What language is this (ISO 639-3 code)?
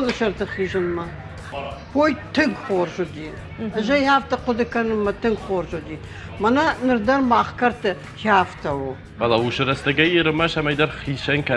oss